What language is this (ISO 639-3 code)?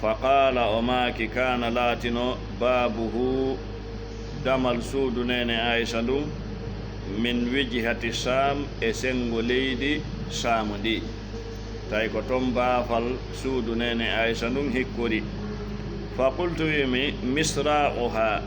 ful